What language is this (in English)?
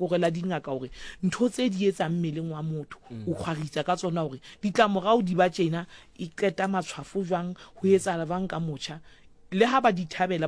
Southern Sotho